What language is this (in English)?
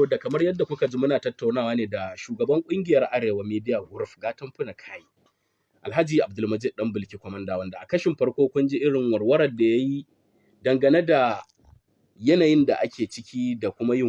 Hausa